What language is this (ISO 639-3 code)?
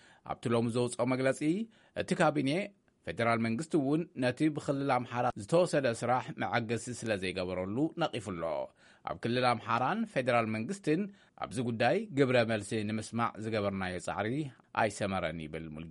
tir